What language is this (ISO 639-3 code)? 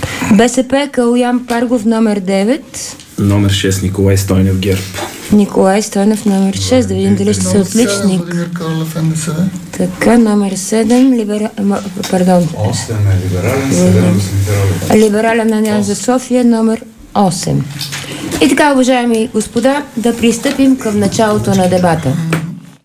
bul